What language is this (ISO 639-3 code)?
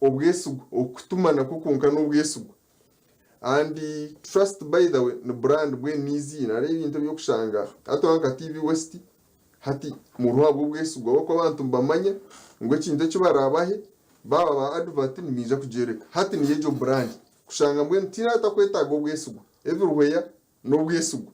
nyn